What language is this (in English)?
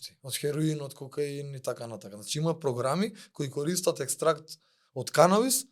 Macedonian